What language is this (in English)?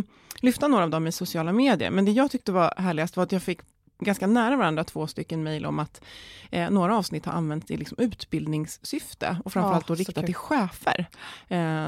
Swedish